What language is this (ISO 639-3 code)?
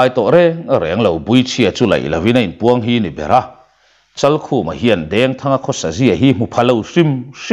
lus